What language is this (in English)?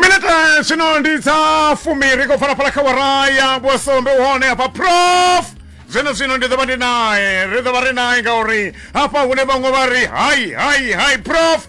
Venda